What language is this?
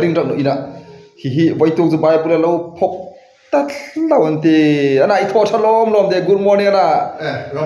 Hmar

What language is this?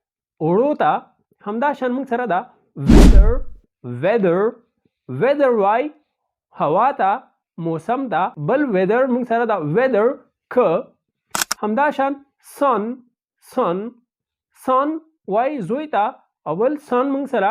Pashto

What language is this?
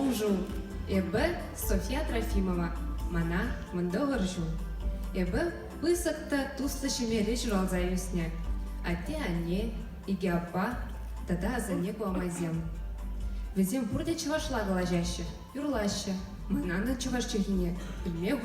Chuvash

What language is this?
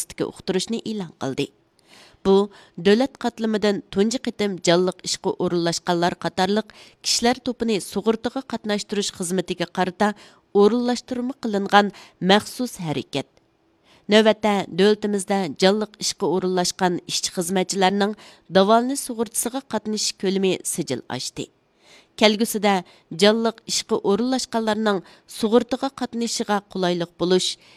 Uyghur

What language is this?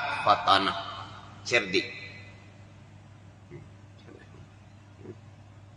Malay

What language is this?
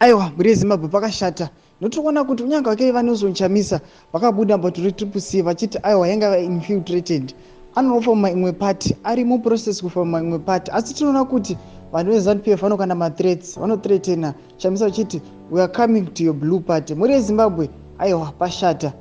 Shona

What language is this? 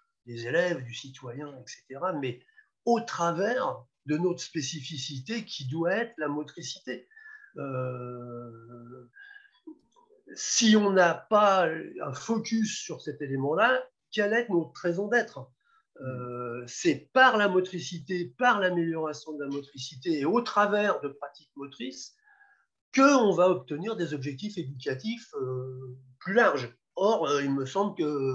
French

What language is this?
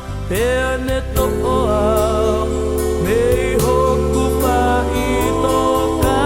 Tongan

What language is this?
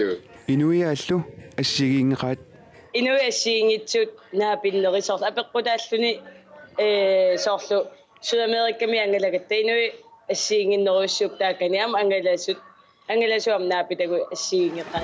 Kalaallisut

